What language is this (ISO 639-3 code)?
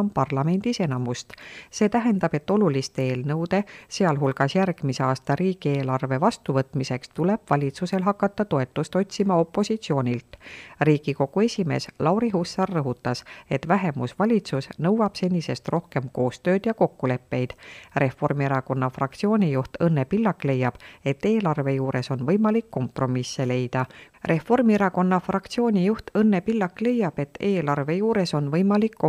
est